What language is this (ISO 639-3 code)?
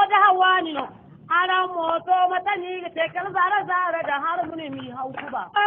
dje